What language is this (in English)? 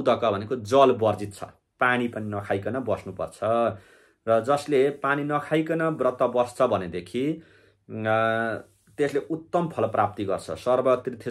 Nepali